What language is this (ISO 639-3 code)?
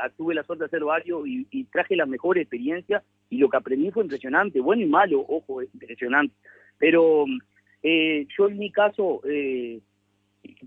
spa